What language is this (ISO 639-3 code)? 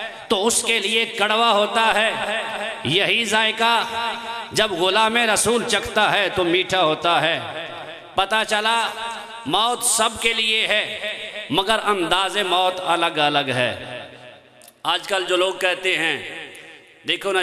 urd